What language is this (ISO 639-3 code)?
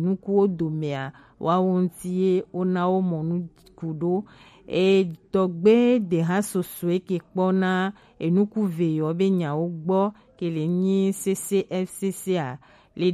gej